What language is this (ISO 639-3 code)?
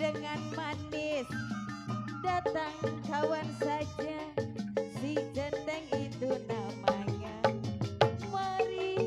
bew